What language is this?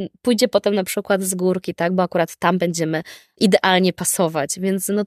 Polish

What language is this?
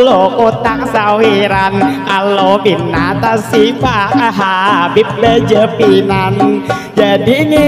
Banjar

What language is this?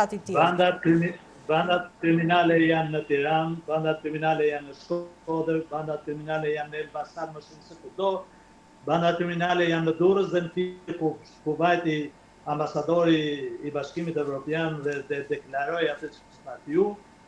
Albanian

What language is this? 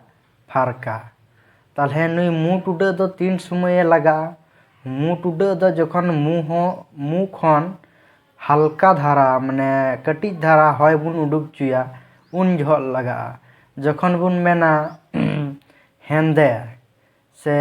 Santali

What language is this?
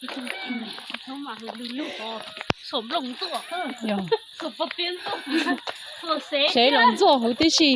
Hmong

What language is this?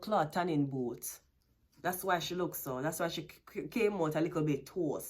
Jamaican Creole English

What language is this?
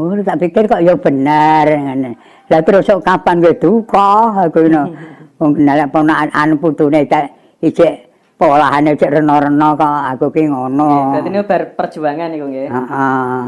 Javanese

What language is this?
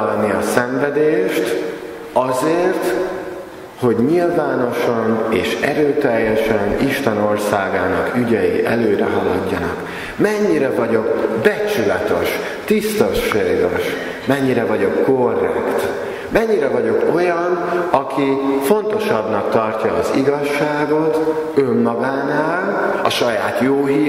Hungarian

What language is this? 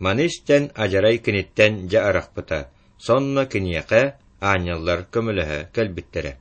Yakut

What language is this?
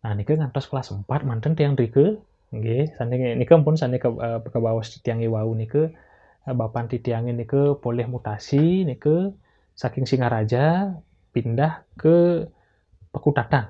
Balinese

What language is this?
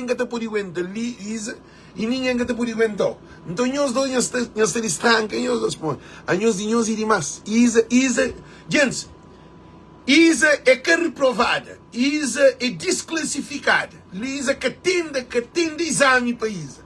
Kabuverdianu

